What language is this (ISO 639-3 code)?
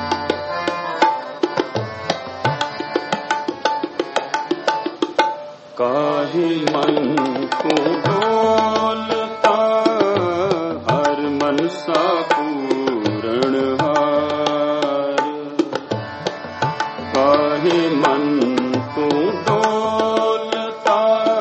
hin